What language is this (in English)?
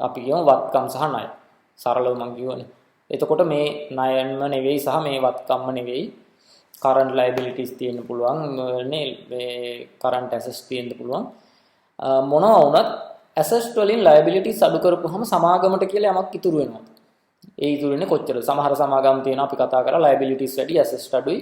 Sinhala